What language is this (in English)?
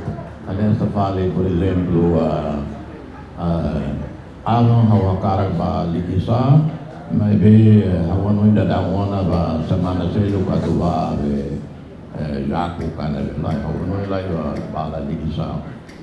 Tetum